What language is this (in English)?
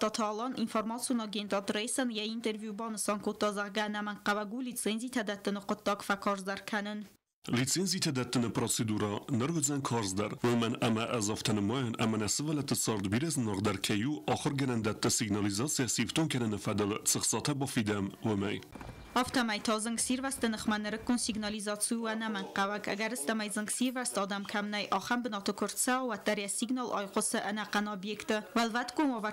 Ossetic